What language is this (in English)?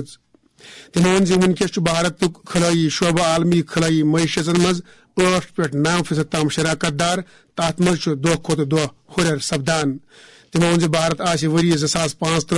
Kashmiri